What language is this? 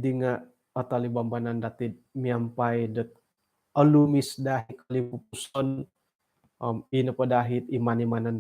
Central Dusun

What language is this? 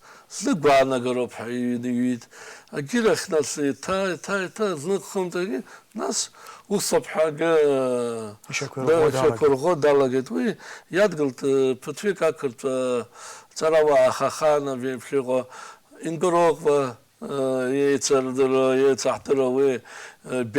Abkhazian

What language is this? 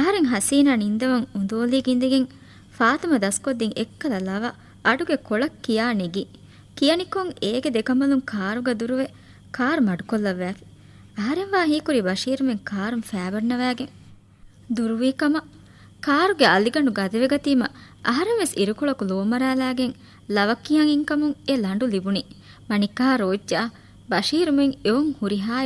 Divehi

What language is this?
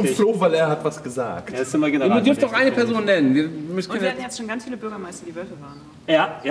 German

